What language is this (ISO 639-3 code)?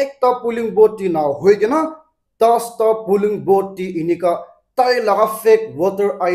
nag